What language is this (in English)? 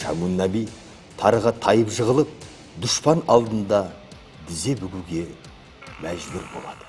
Kara-Kalpak